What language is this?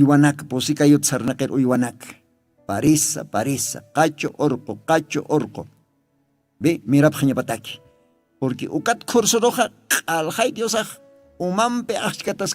Aymara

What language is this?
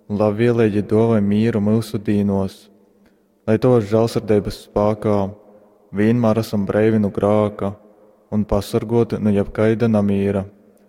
Latgalian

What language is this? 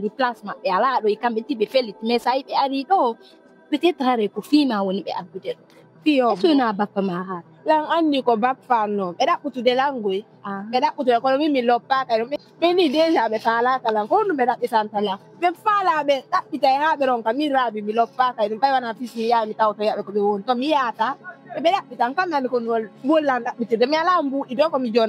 Fula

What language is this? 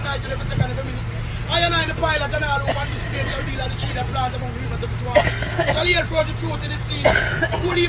Jamaican Creole English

